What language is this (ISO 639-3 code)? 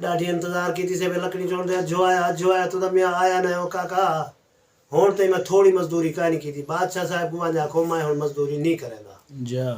skr